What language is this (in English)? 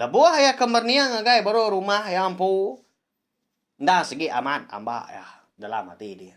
Iban